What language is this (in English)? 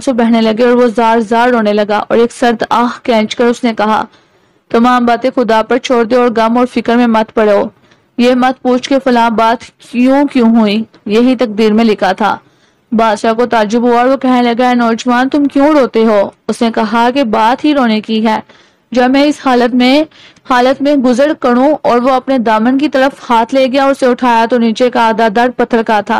Urdu